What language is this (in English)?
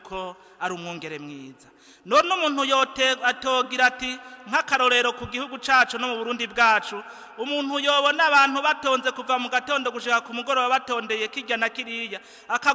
Rundi